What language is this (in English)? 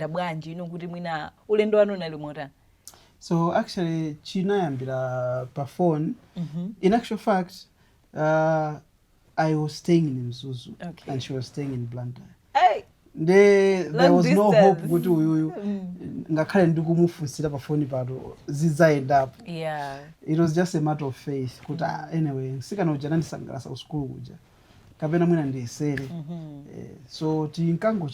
Nyanja